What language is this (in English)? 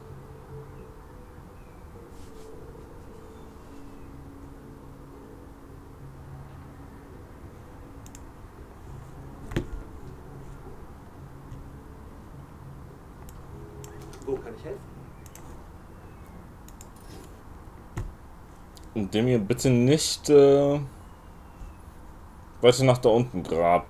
German